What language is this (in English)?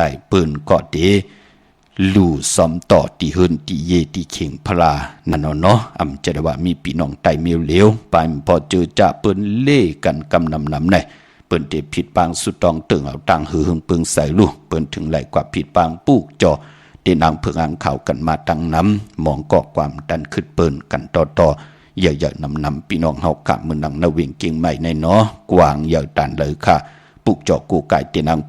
Shan